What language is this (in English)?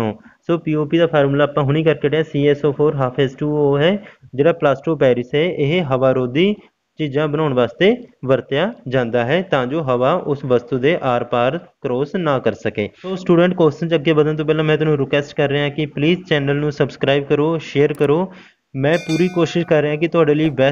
Punjabi